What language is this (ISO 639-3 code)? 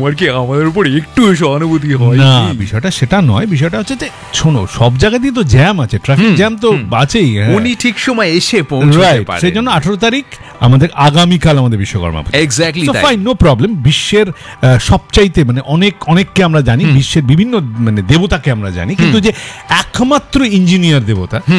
ben